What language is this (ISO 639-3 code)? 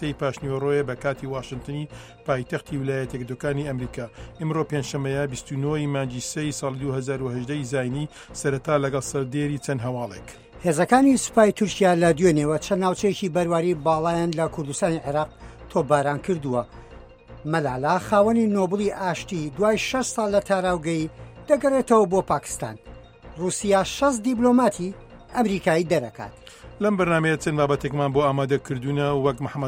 ckb